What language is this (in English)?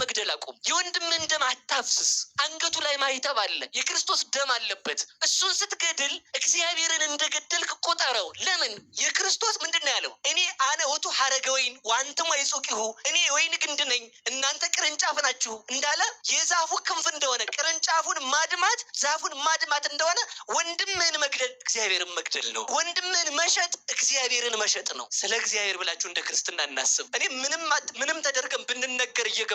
Amharic